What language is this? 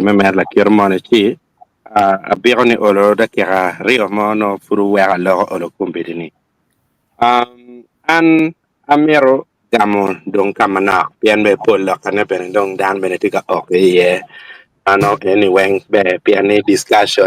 Acoli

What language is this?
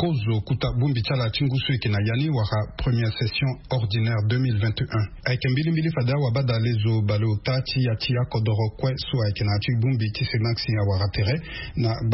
Sango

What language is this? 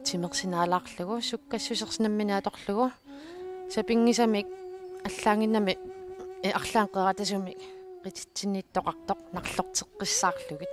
Kalaallisut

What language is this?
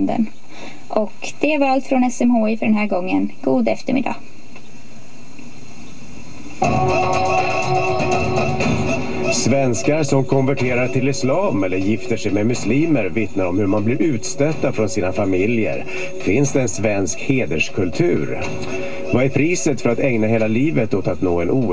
Swedish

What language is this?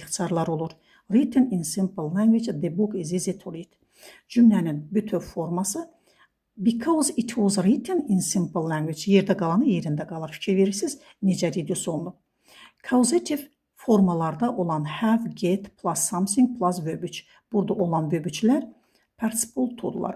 Azerbaijani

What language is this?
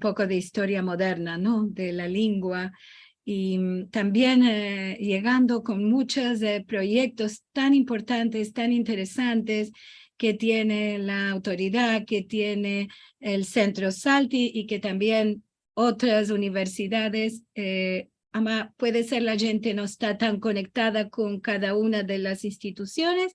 Ladino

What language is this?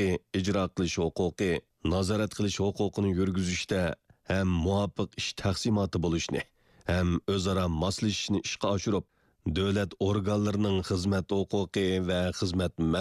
Uyghur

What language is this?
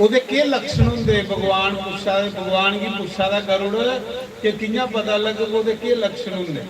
Dogri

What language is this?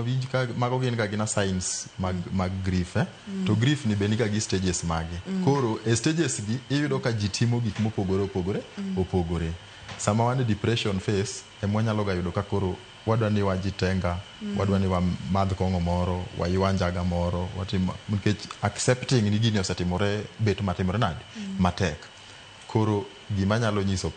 Luo (Kenya and Tanzania)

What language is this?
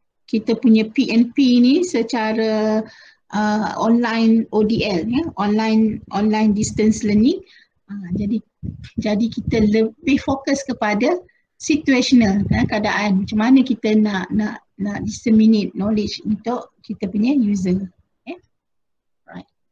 Malay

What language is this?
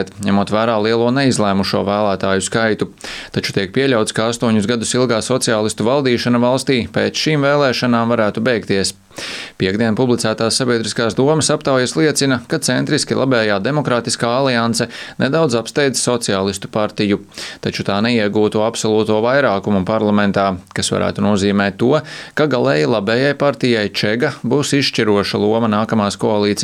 Latvian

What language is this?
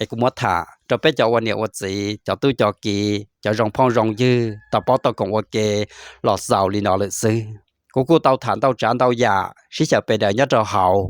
Hmong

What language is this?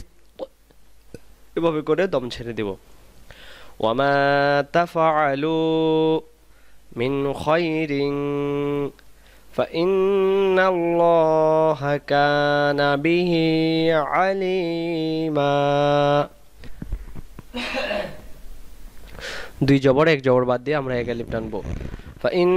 Bangla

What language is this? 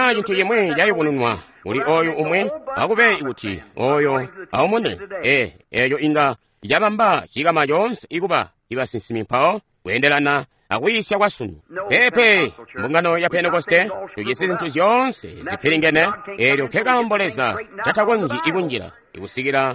Tonga (Zambia)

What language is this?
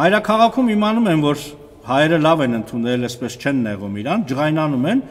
Armenian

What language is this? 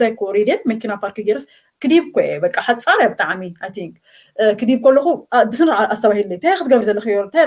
Tigrinya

